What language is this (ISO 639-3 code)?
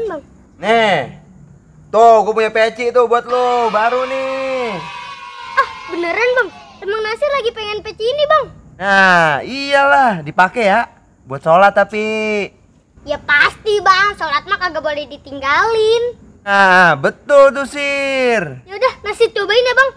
bew